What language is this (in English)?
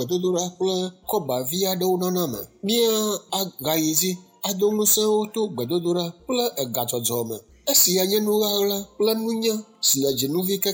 Ewe